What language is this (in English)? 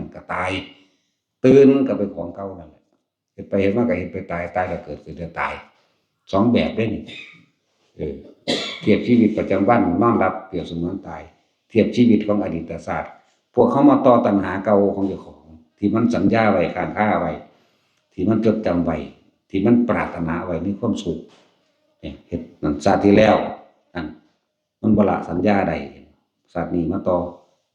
Northeastern Thai